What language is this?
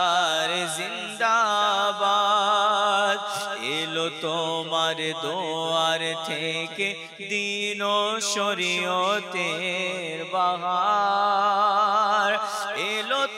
Bangla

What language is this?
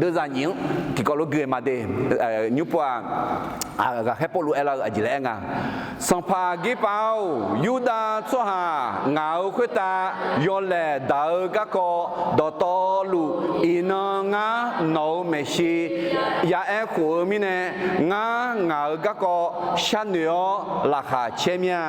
Akha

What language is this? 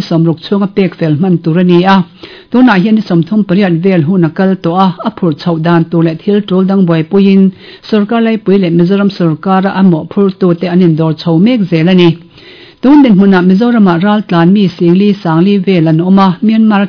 Mizo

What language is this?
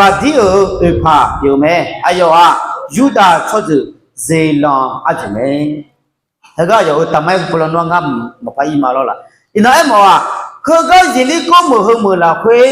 Akha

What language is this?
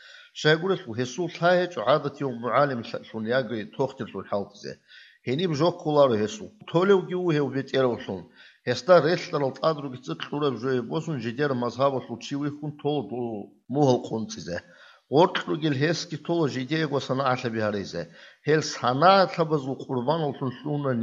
Avaric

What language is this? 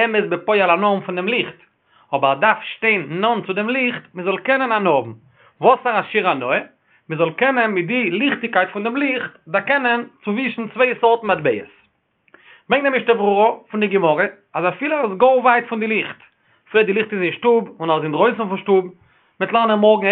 Yiddish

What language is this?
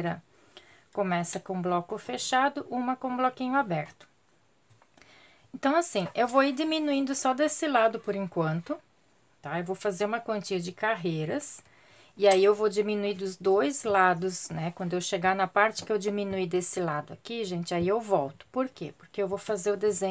Portuguese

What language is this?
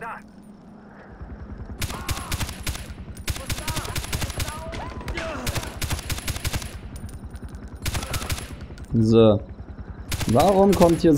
German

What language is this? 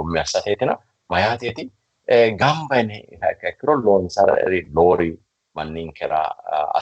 Sidamo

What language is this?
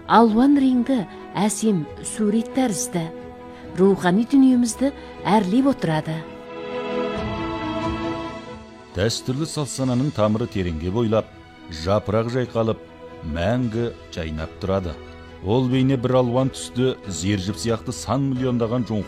Kazakh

